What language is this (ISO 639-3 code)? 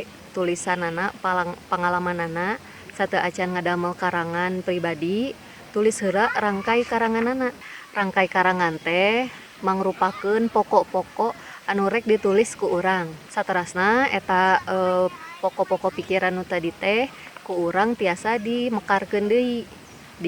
sun